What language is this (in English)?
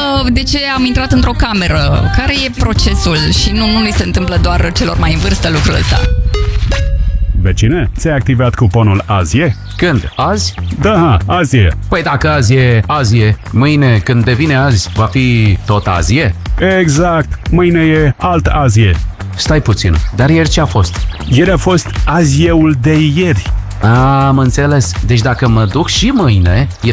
Romanian